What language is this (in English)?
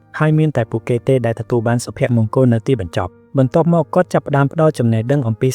Khmer